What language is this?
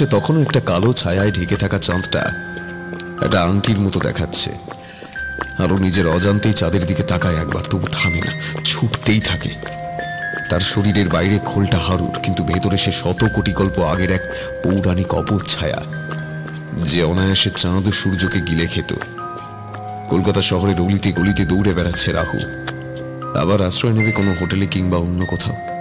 Bangla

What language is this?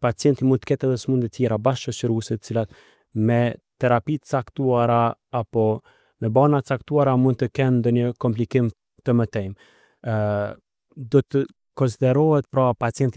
Albanian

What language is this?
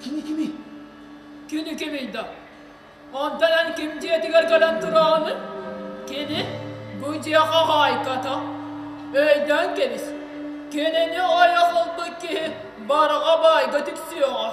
Yakut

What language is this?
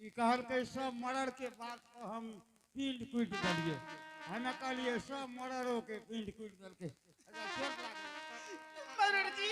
Angika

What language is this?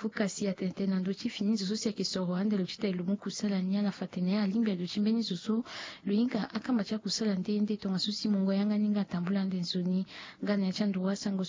Sango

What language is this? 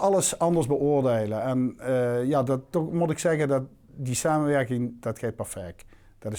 Limburgish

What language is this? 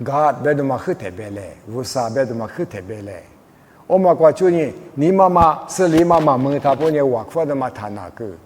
Lisu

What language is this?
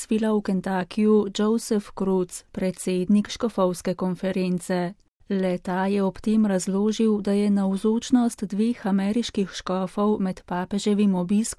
Slovenian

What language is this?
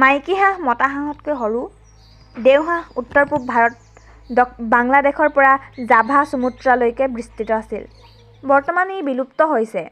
Assamese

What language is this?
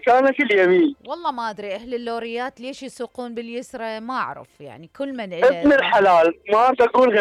Mesopotamian Arabic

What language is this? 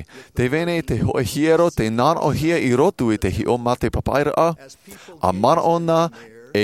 Tahitian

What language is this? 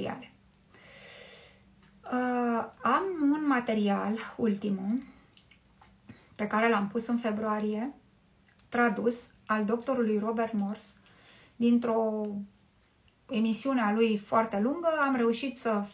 Romanian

